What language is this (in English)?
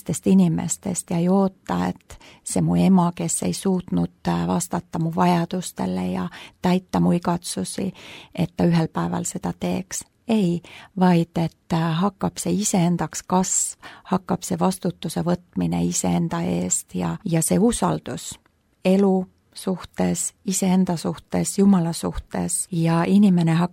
Estonian